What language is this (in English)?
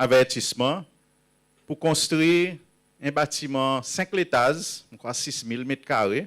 Seselwa Creole French